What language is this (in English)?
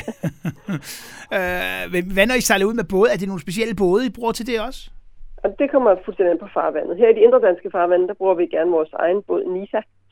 Danish